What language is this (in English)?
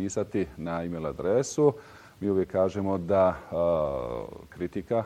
Bosnian